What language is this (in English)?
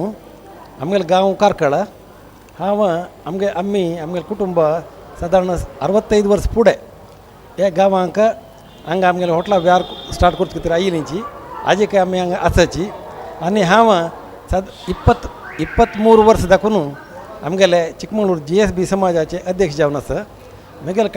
Konkani